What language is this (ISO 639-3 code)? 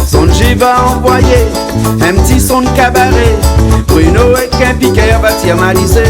rcf